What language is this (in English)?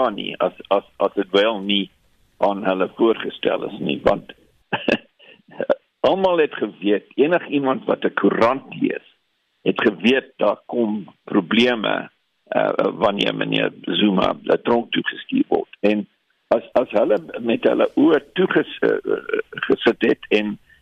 Afrikaans